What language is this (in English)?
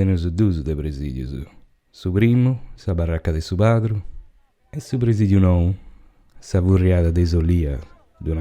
Sardinian